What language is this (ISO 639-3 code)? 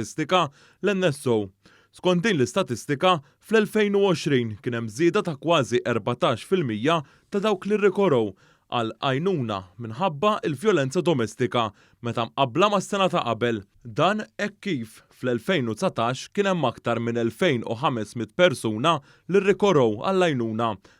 mlt